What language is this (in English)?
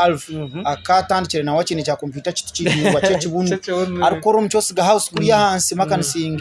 Nyankole